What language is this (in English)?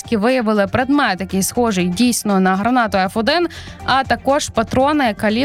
Ukrainian